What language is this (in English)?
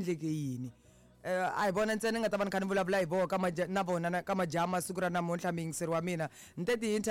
Tsonga